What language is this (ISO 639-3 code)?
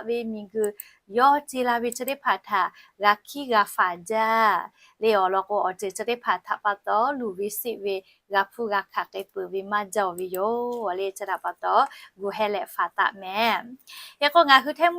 lhu